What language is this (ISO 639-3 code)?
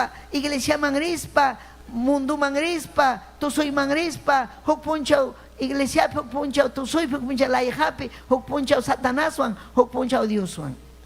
quy